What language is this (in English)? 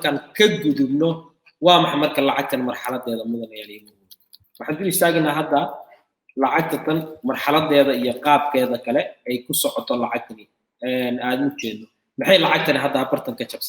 Somali